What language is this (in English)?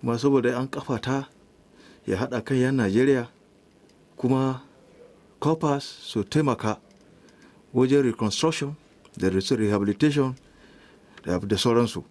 Hausa